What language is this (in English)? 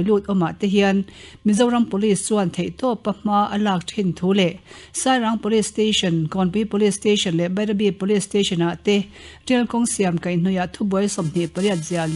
Mizo